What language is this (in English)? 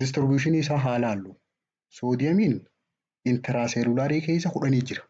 Oromo